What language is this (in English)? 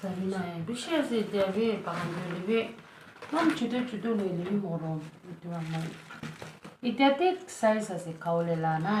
Naga Pidgin